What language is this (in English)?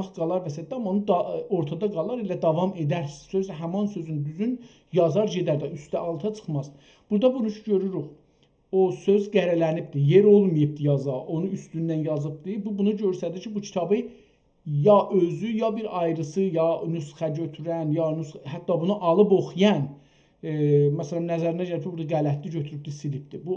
South Azerbaijani